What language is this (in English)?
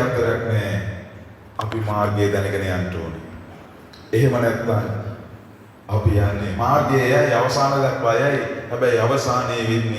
Sinhala